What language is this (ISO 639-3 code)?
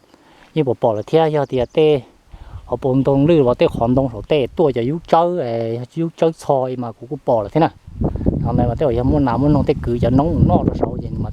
hmn